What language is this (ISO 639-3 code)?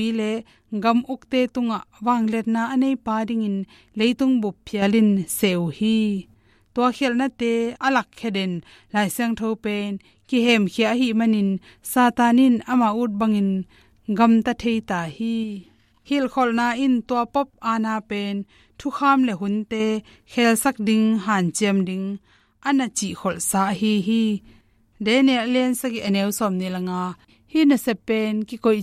ctd